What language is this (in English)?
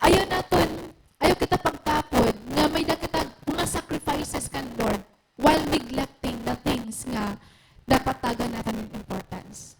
Waray